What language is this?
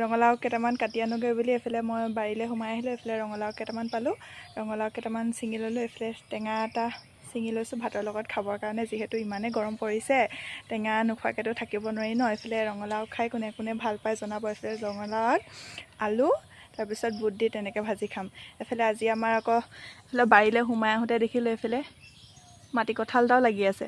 Assamese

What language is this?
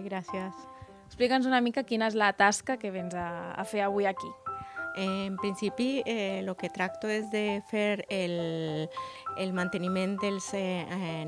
Catalan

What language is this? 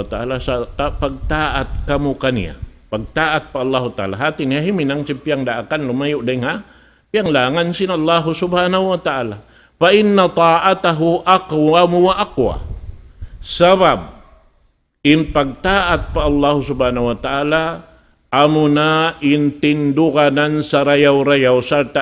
Tausug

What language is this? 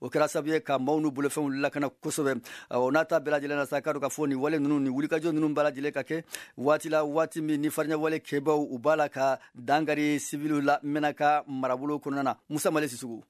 Bambara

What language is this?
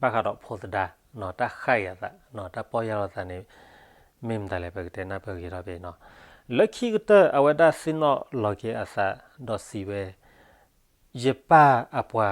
S'gaw Karen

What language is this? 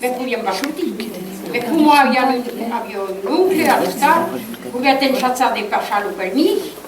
Occitan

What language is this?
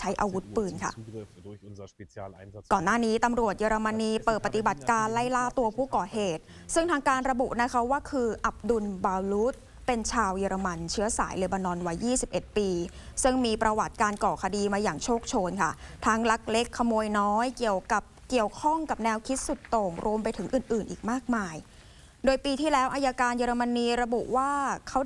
Thai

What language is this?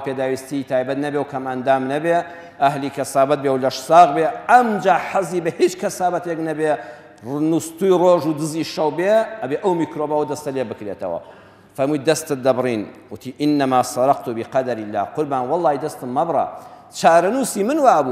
Central Kurdish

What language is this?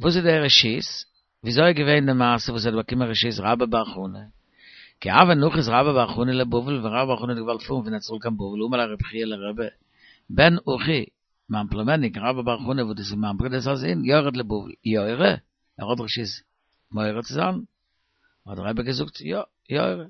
Yiddish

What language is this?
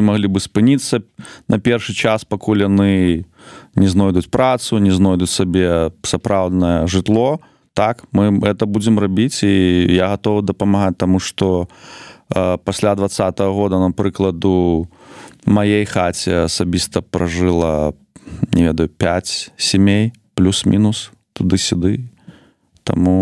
Belarusian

